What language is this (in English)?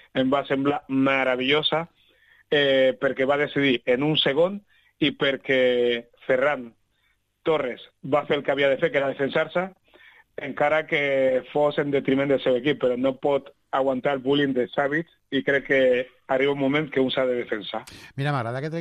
Catalan